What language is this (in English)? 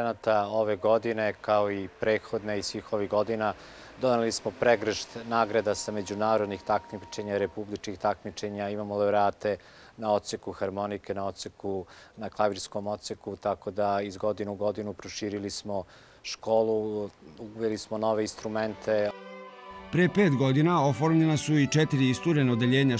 Serbian